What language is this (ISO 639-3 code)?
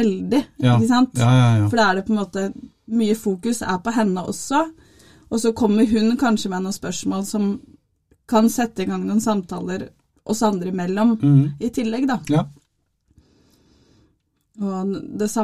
nor